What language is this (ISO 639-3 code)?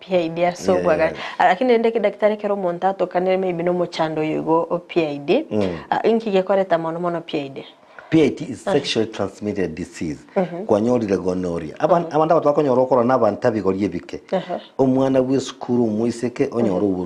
guz